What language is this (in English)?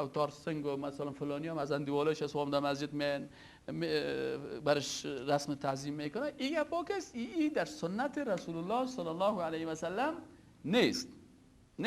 Persian